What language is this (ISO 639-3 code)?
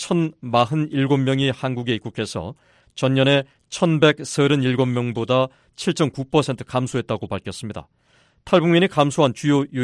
kor